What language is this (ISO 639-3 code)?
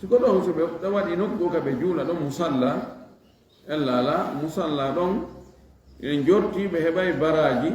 ful